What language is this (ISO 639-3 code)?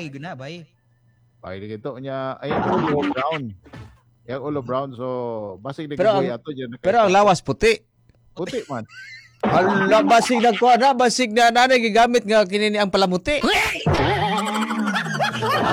ceb